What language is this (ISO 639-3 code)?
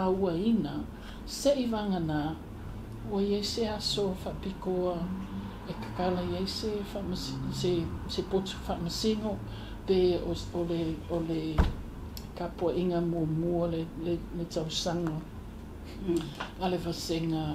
smo